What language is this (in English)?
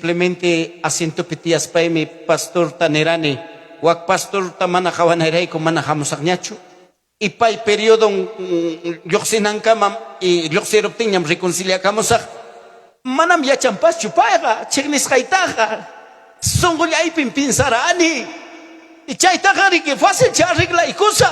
Ayacucho Quechua